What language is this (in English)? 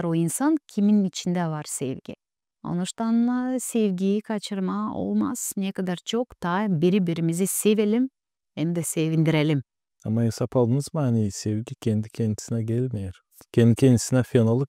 Gagauz